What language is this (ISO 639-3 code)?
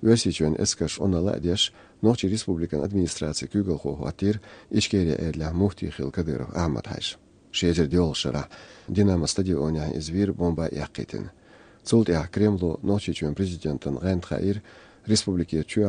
che